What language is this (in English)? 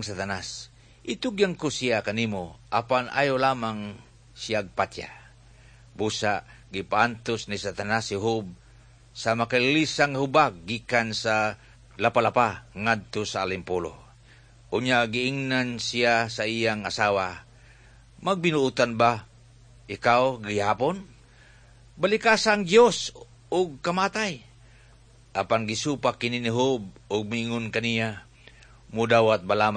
Cebuano